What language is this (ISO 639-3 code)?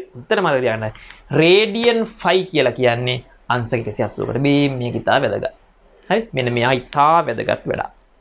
sin